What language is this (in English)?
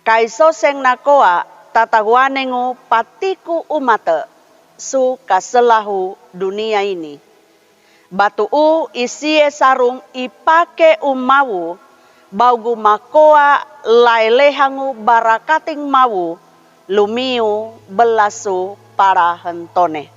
Sangir